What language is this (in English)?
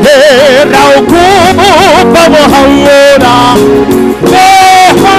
Southern Sotho